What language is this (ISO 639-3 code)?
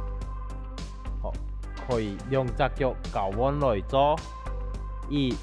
hak